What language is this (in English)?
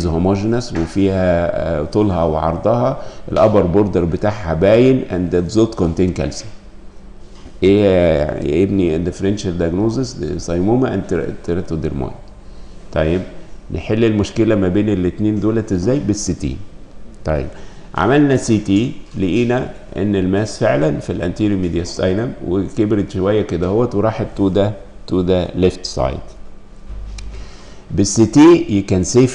Egyptian Arabic